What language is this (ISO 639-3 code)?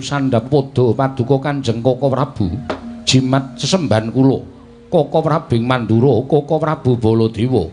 jav